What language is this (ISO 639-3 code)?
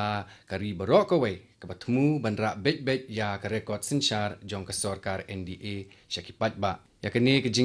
kha